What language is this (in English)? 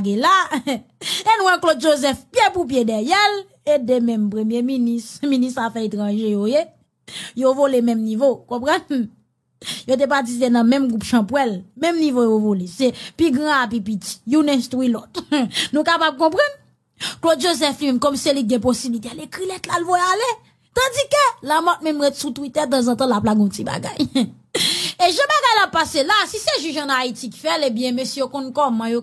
Haitian Creole